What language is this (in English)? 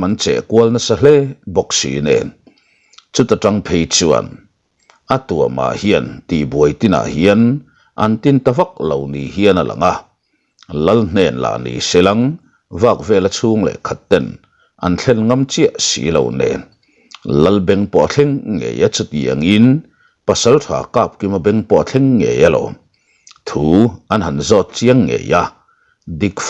Mizo